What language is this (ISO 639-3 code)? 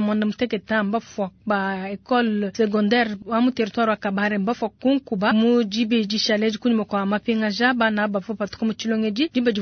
lua